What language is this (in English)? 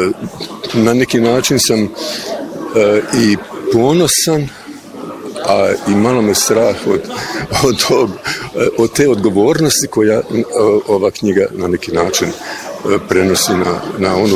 Bosnian